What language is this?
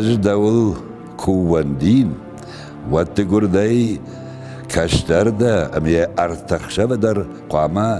Ossetic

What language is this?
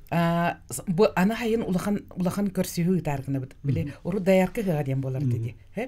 Yakut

